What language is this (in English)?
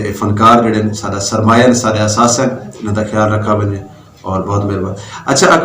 Saraiki